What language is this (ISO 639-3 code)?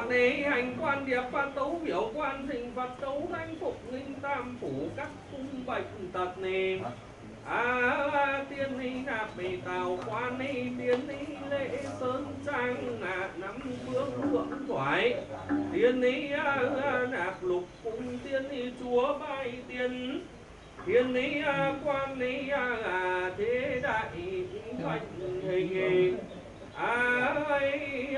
vie